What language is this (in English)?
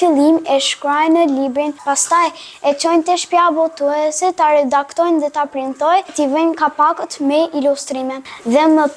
Albanian